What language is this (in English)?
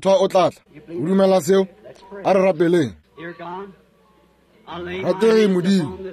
Northern Sotho